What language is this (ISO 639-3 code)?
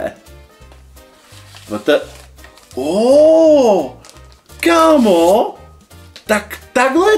ces